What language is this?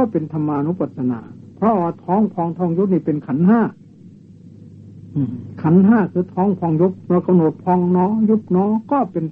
Thai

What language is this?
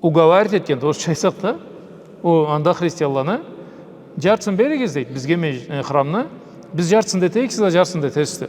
Karachay-Balkar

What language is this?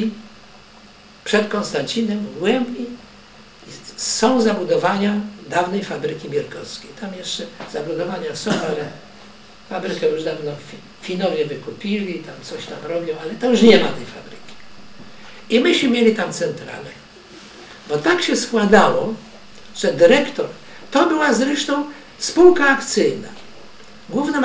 Polish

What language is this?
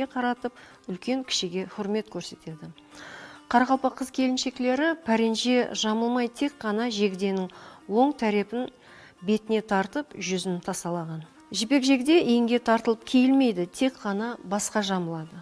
Kara-Kalpak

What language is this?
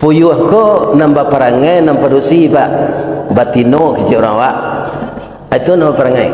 Minangkabau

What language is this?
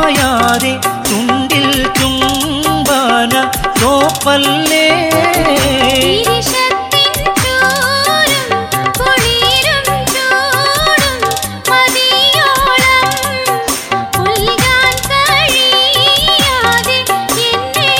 Malayalam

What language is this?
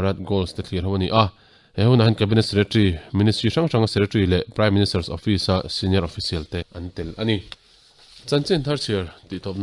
Mizo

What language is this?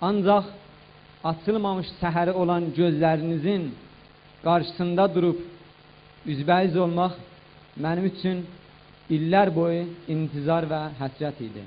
South Azerbaijani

